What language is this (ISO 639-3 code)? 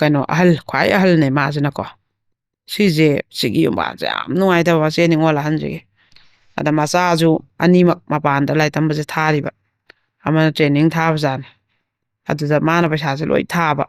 mni